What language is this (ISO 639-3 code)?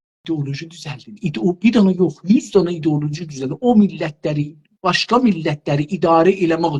azb